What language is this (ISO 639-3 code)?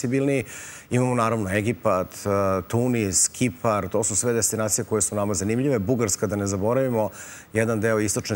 srp